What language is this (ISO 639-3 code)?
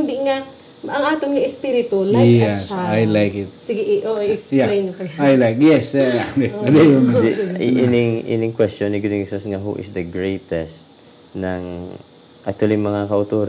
hil